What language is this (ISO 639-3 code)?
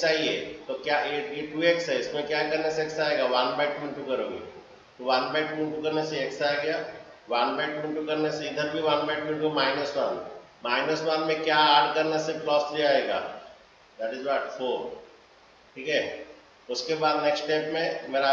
hin